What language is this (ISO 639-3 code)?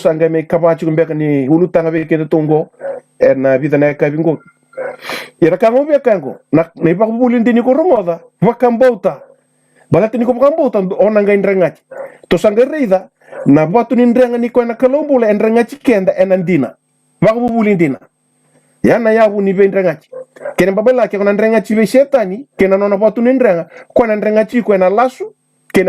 fij